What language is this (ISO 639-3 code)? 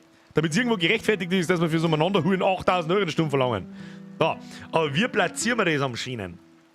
bar